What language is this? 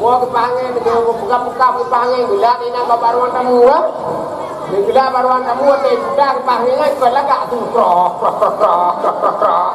Achinese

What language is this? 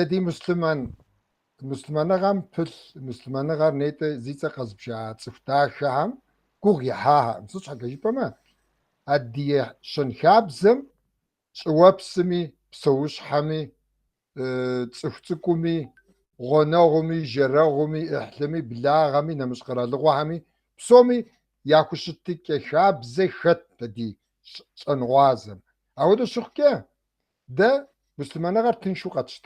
Kabardian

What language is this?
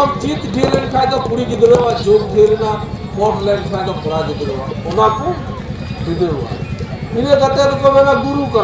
Santali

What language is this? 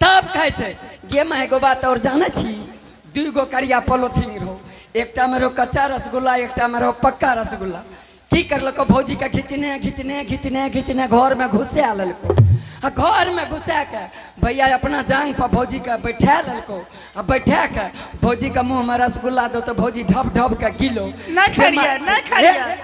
Angika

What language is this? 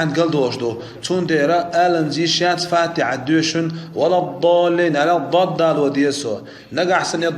Chechen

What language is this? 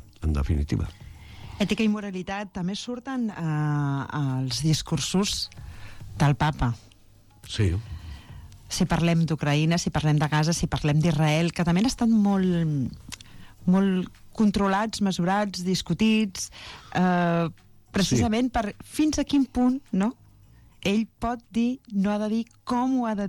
Catalan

